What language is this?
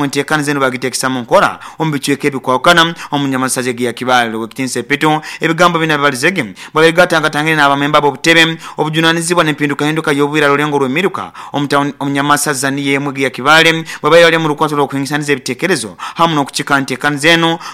Nyoro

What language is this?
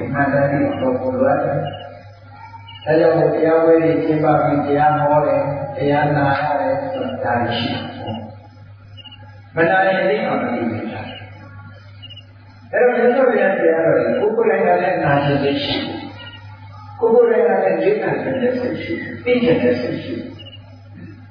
Burmese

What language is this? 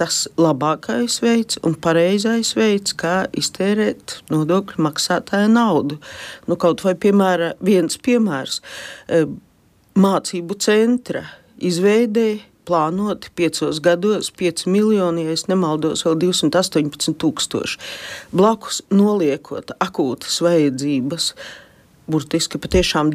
Latvian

